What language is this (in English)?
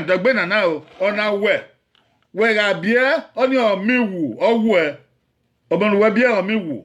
Bini